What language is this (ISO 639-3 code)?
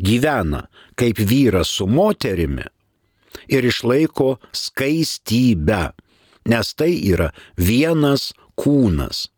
lit